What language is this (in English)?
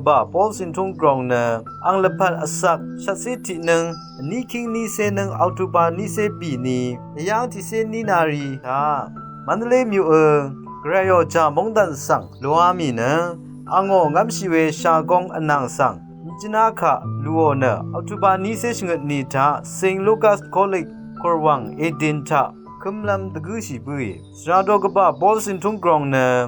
Rawang